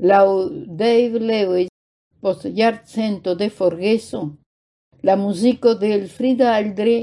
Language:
Esperanto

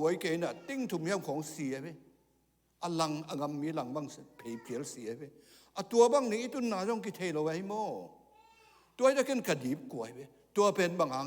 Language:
Tedim Chin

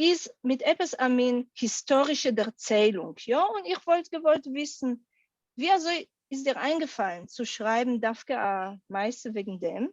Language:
Yiddish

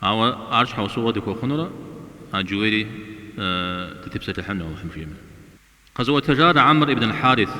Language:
Kabardian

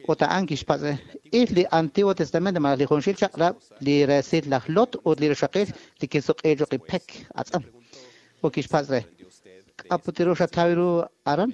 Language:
Kekchí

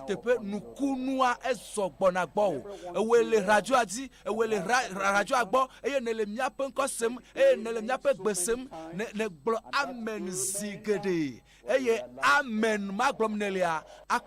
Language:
Ewe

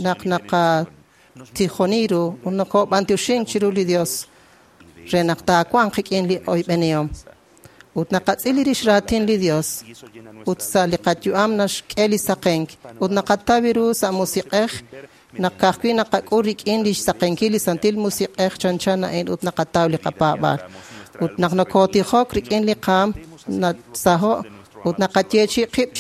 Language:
Kekchí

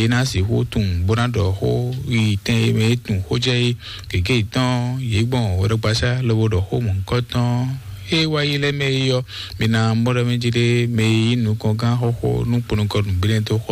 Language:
Fon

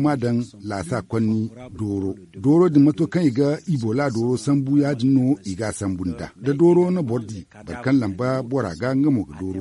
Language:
Zarma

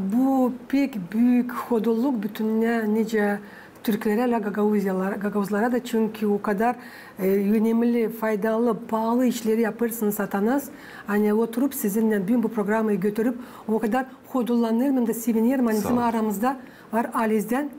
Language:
Gagauz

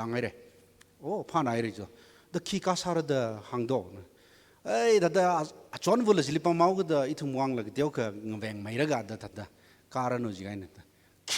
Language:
Tangkhul Naga (India)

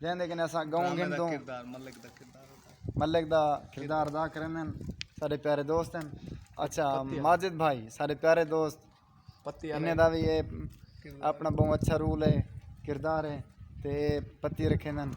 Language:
Saraiki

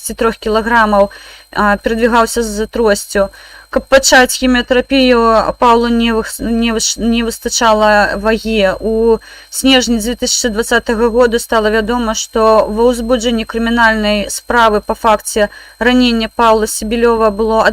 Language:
Belarusian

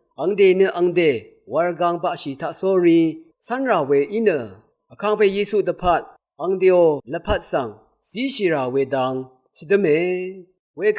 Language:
Rawang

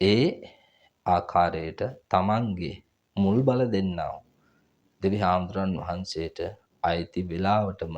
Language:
Sinhala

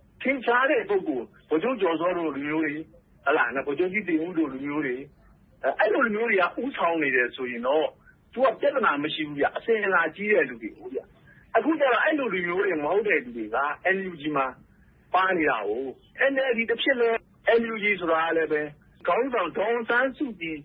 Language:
Burmese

